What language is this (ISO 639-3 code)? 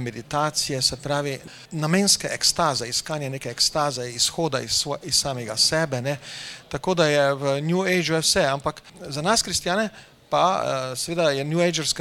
slv